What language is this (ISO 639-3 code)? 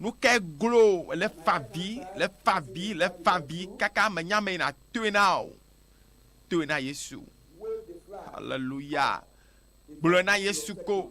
ewe